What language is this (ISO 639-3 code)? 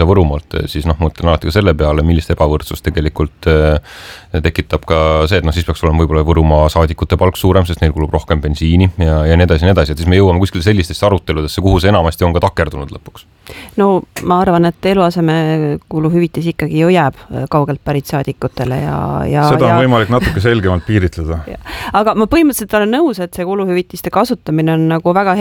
est